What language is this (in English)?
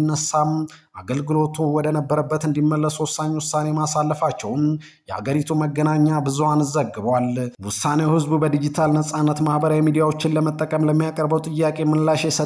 Amharic